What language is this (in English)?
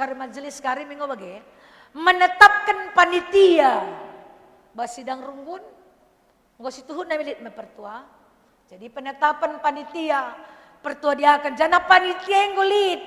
Batak Karo